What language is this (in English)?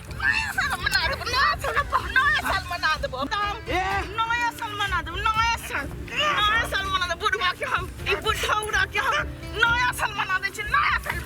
Maithili